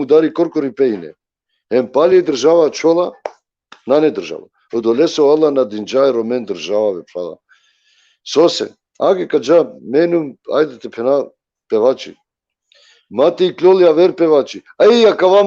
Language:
Balkan Romani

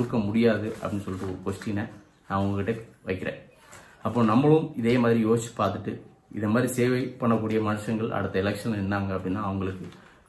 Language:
Tamil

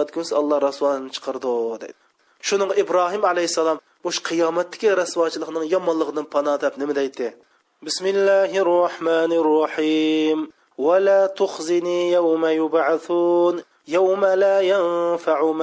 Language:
Uyghur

